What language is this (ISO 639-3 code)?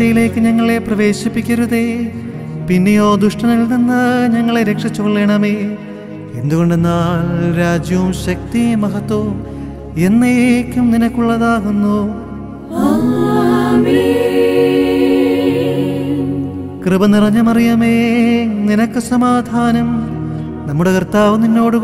mal